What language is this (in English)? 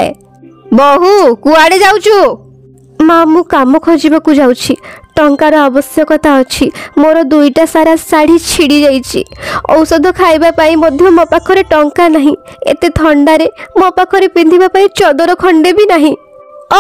Odia